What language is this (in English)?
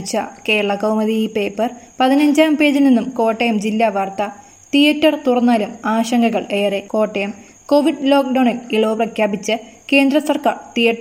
Malayalam